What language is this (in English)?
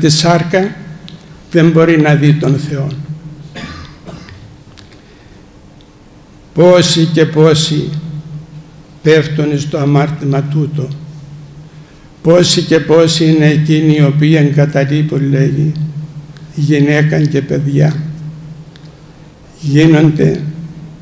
Greek